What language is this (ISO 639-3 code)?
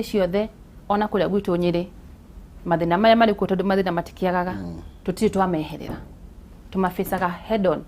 kik